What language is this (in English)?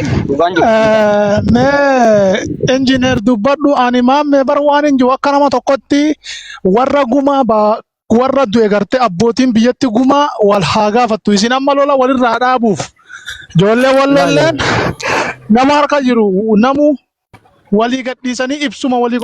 Oromo